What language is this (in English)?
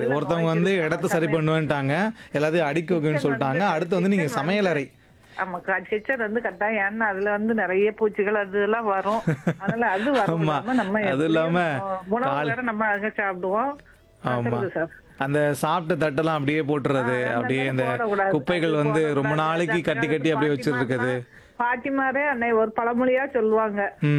Tamil